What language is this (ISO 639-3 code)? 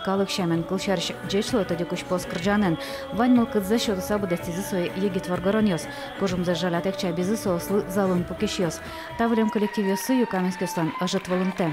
udm